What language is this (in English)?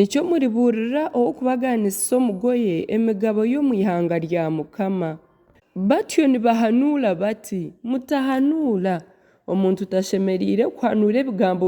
Nyankole